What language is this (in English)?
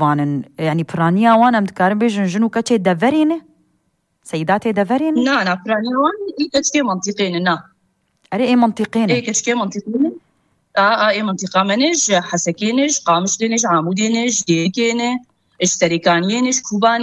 Kurdish